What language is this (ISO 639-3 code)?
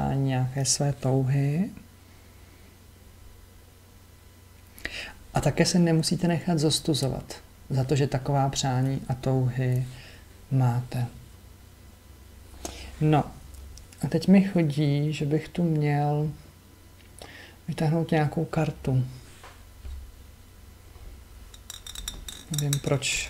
ces